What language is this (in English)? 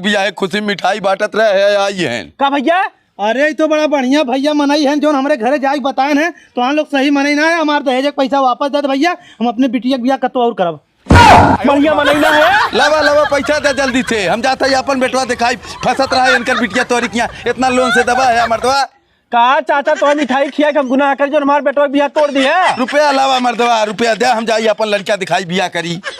Bhojpuri